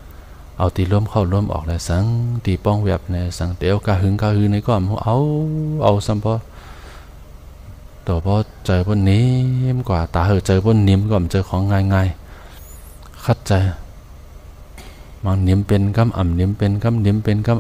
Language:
Shan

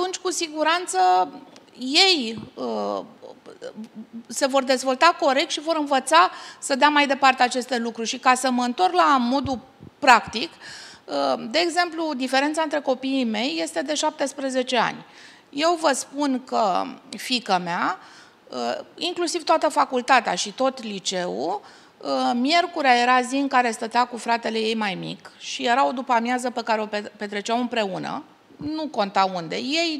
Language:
Romanian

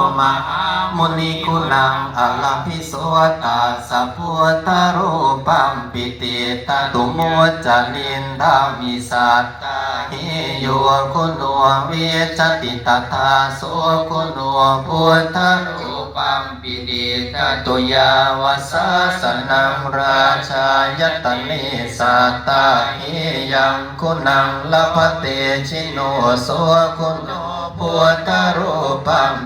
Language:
Pali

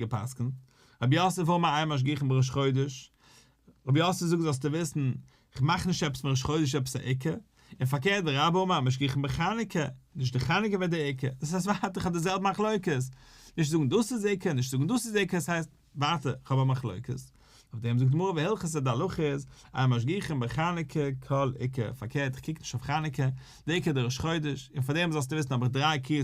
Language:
Yiddish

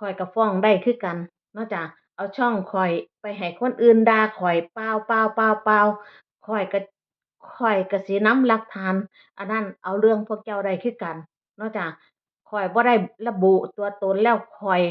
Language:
Northeastern Thai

